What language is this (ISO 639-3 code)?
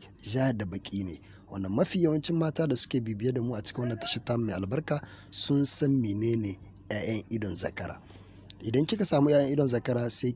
hau